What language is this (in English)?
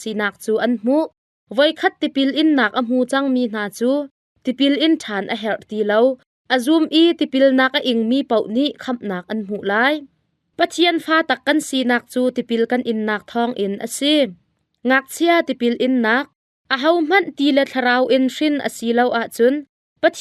Hakha Chin